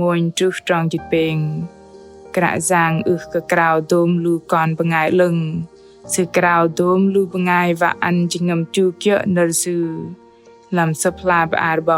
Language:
Bahnar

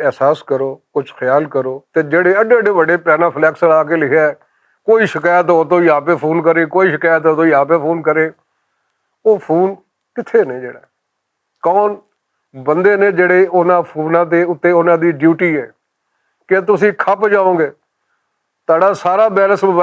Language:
Western Panjabi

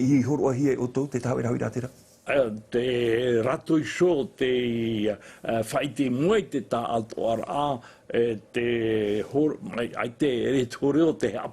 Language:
Tahitian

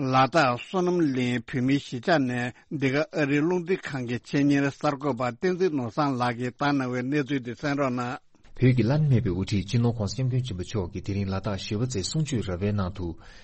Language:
Tibetan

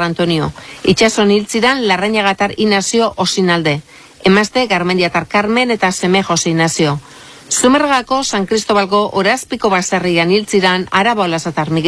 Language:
Basque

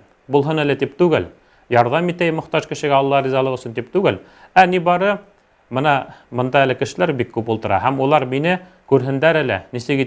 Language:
Bashkir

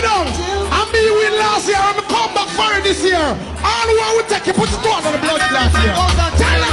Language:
Jamaican Creole English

